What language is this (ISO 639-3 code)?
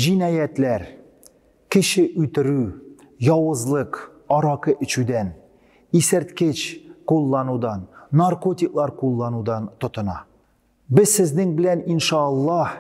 tat